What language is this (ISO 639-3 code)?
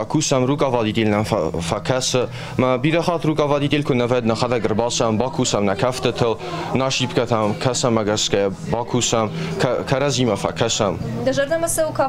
oss